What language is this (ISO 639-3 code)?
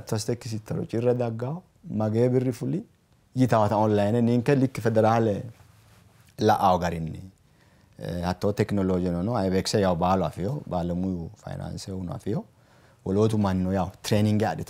sid